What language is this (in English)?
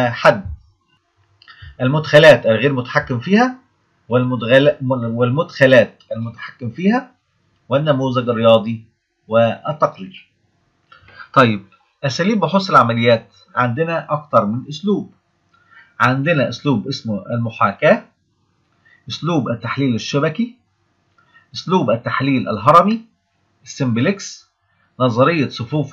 Egyptian Arabic